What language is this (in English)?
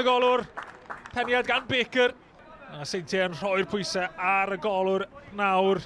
Welsh